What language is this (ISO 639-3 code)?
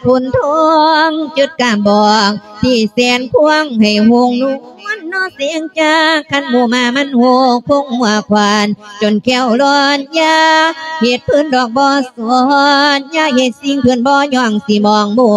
lao